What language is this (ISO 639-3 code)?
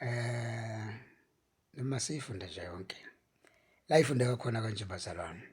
zul